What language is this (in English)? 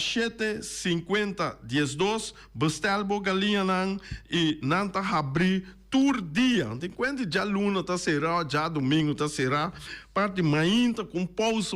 Papiamento